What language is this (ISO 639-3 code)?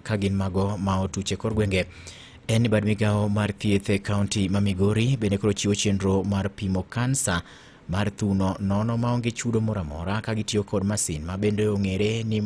luo